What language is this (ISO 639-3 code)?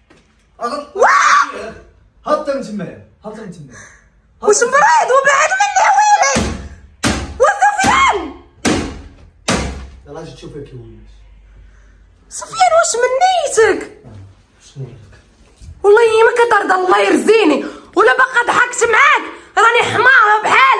ary